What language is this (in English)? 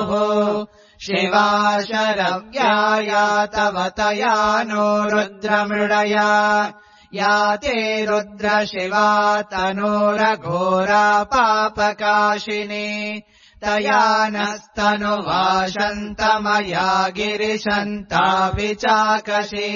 Sanskrit